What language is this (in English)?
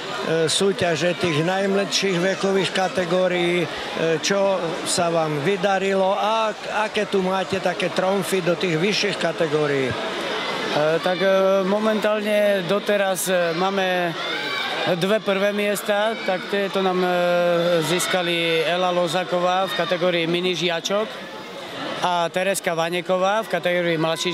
Slovak